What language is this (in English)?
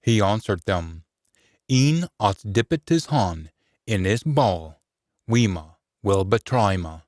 Scots